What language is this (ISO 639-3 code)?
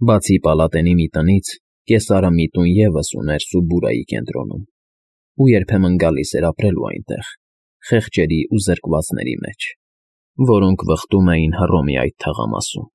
hye